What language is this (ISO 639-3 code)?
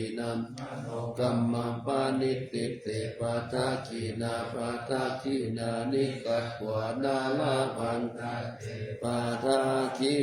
pli